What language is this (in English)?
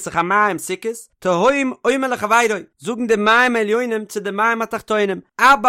Yiddish